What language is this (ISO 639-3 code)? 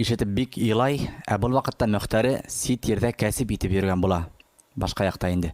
bak